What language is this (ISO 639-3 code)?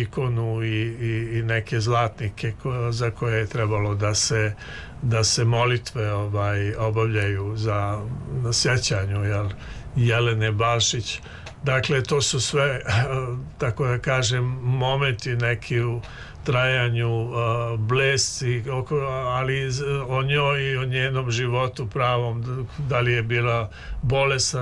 srp